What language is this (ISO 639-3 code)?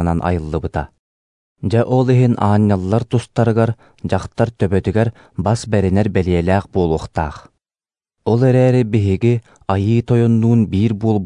sah